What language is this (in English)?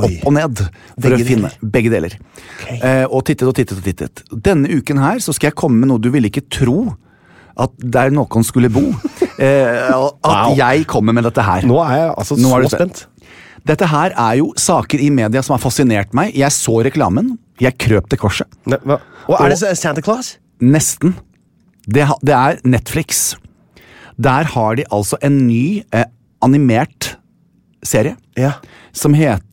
Norwegian